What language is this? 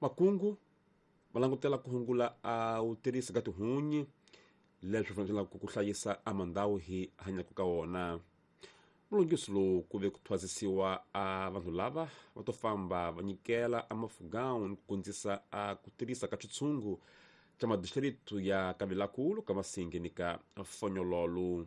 Tsonga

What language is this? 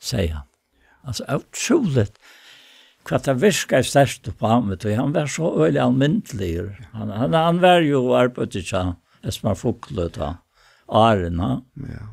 Faroese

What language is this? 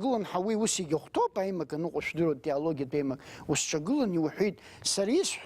Abkhazian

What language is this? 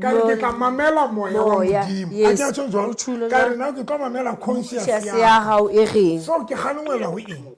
Southern Sotho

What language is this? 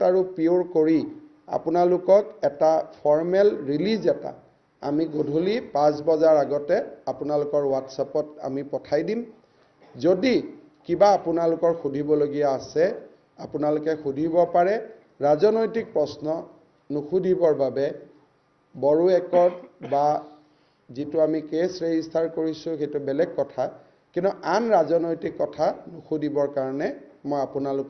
Assamese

